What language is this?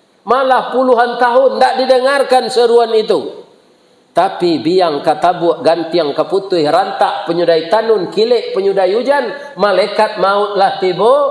Minangkabau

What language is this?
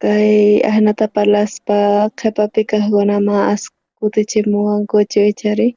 South Bolivian Quechua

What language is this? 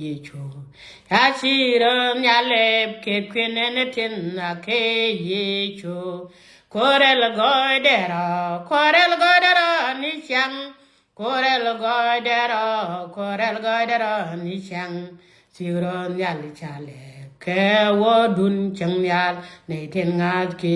Nuer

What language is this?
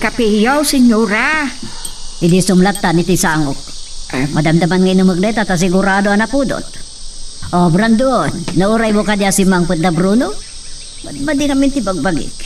Iloko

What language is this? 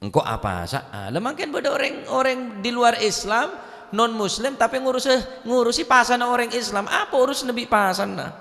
Madurese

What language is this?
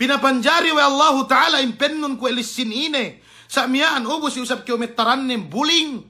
Yakan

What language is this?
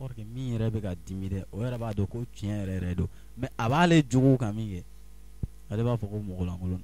Bambara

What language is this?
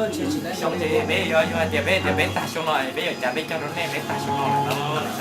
Hmong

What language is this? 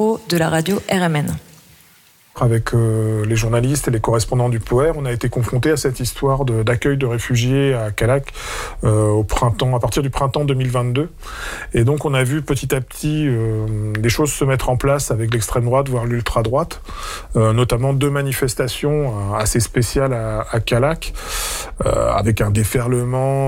French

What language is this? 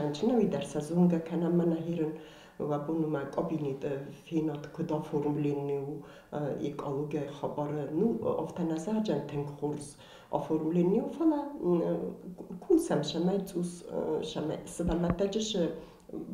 Ossetic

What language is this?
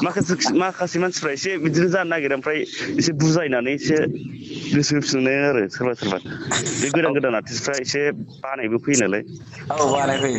Bodo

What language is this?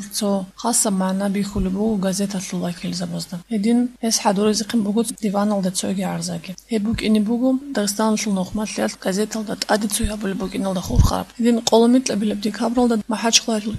Avaric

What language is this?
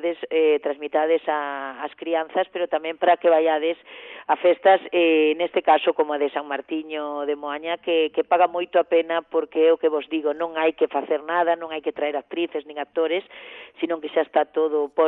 Galician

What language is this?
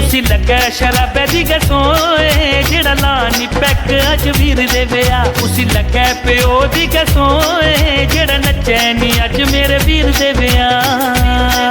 Dogri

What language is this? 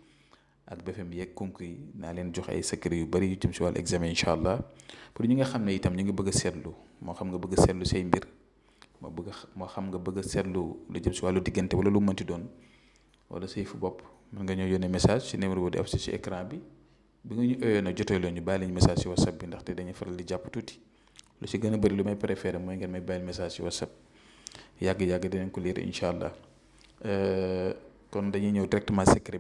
Wolof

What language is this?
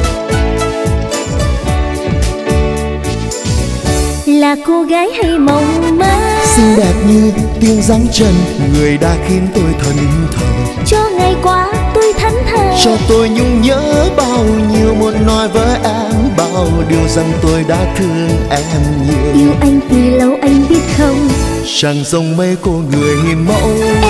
Vietnamese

